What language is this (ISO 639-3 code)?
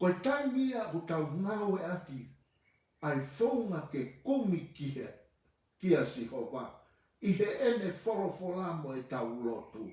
ton